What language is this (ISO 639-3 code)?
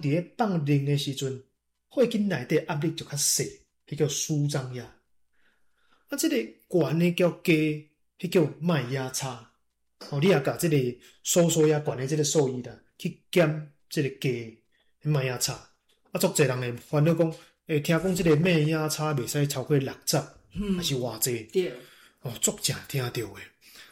nan